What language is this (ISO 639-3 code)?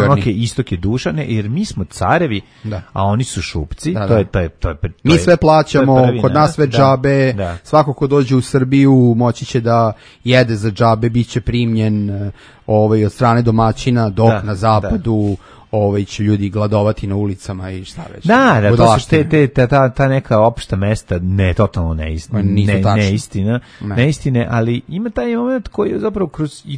srp